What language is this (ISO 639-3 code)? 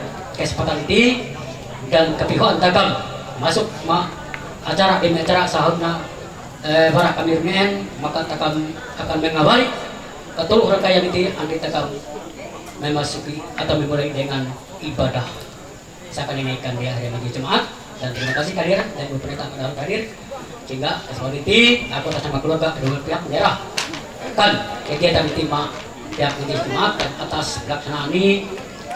mhy